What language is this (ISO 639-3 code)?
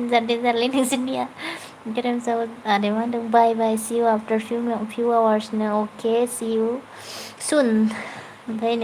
brx